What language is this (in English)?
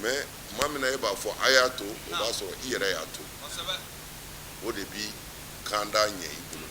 Bambara